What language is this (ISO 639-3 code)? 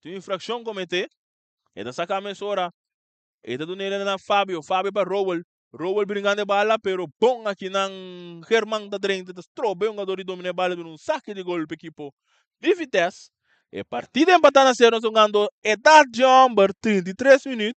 pap